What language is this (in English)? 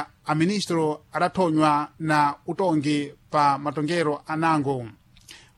Sena